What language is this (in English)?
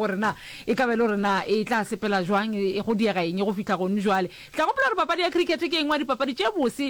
Northern Sotho